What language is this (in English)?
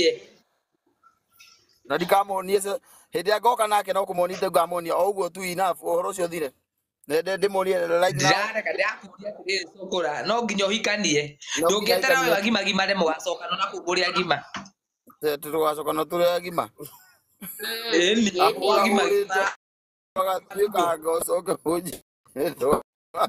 Kikuyu